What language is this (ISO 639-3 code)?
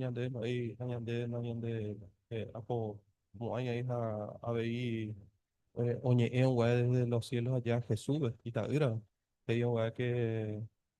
grn